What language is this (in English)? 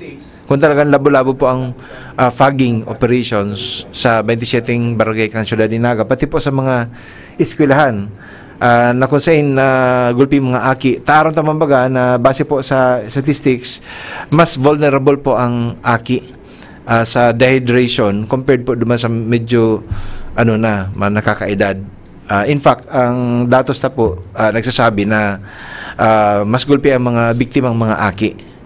Bikol